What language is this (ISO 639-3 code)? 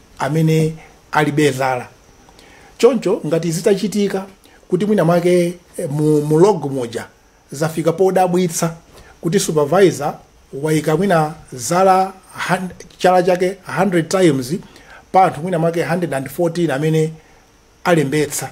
nya